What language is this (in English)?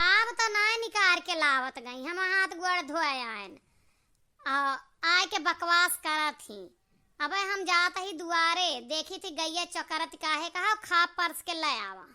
Awadhi